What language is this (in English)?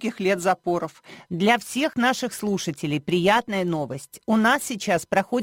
Russian